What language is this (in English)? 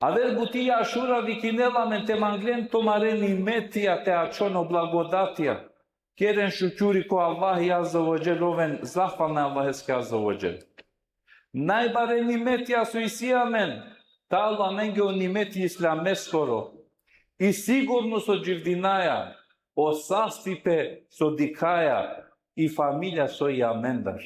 Balkan Romani